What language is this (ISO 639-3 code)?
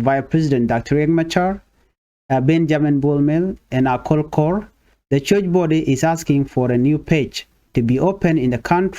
nus